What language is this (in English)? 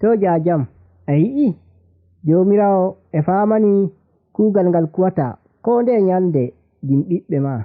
Nigerian Fulfulde